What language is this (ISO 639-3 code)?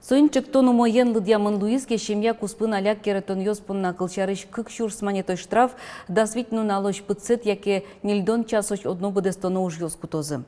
udm